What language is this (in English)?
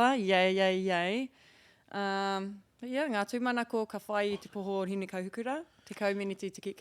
Māori